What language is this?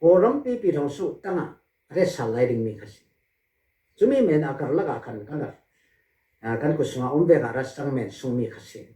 Hakha Chin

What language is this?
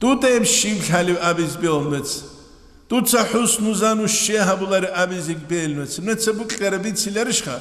Avaric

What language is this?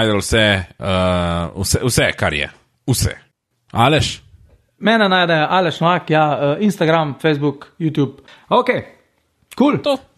Slovenian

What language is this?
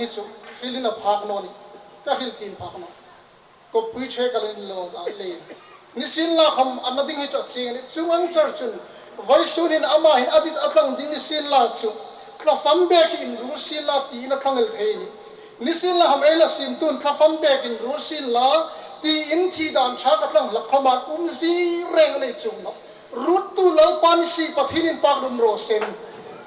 Hmar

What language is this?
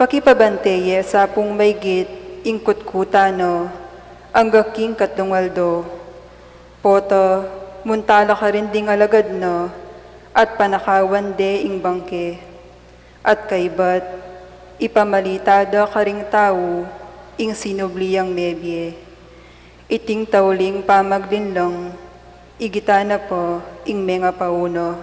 Pampanga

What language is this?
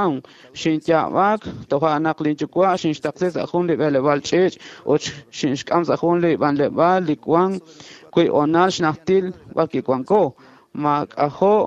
Kekchí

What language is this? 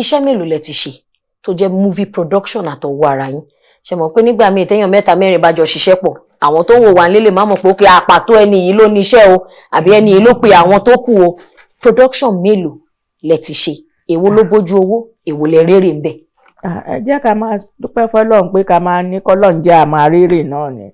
Yoruba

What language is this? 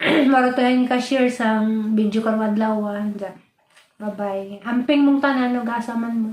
Cebuano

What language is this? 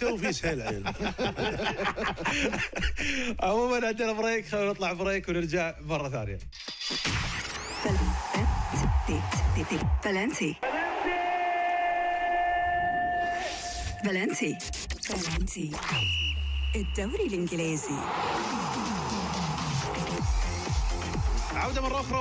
Arabic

